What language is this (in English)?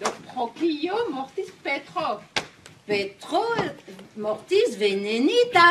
Esperanto